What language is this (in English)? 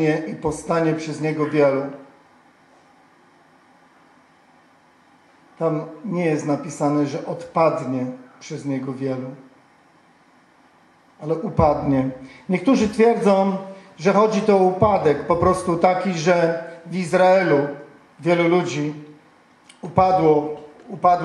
Polish